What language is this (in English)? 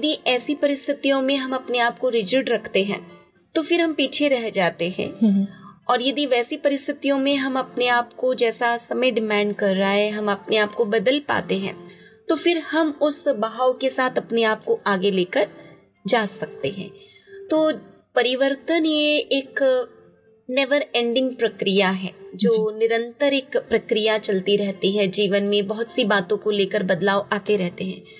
Hindi